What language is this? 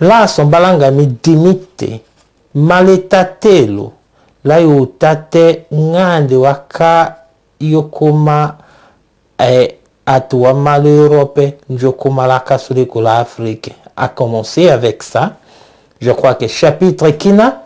Tetela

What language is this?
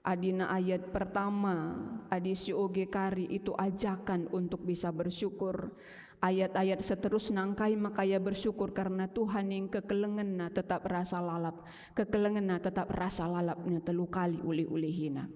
Batak Karo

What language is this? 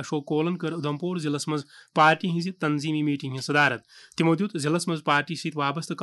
Kashmiri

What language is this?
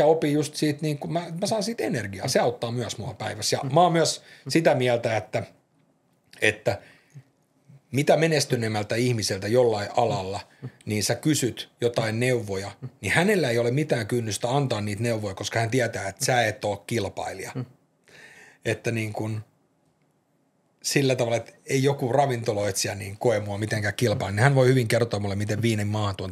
Finnish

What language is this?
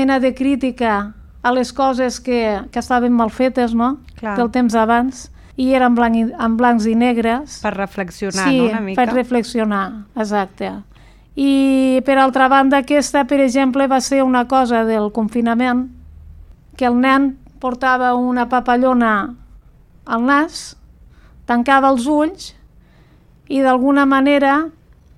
Catalan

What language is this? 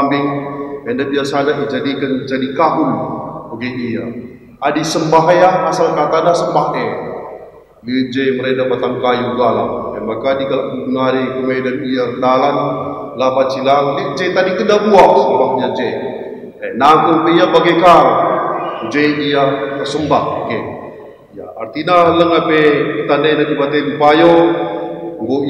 Batak Karo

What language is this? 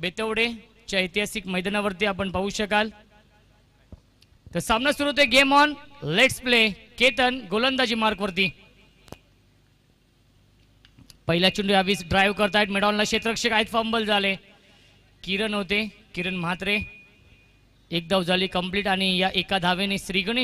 Marathi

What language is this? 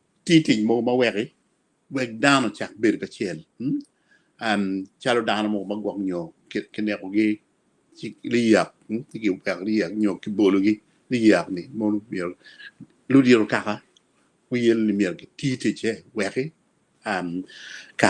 Acoli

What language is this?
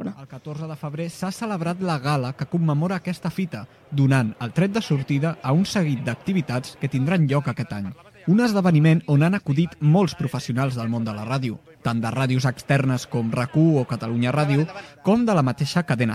Catalan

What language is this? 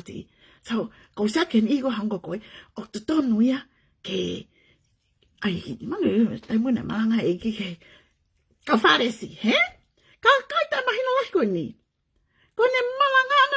Tongan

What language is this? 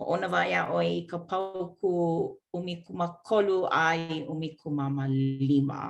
Hawaiian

